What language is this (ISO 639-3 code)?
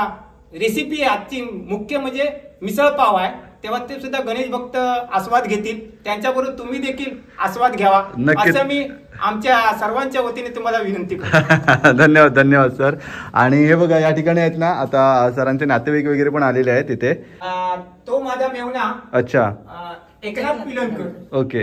mar